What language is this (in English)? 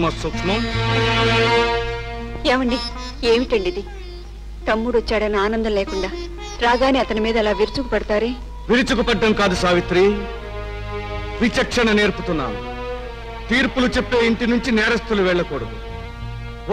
Telugu